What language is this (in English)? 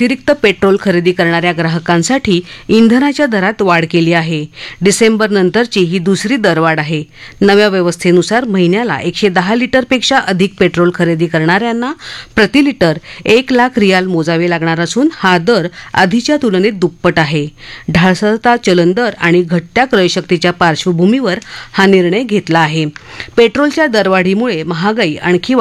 Marathi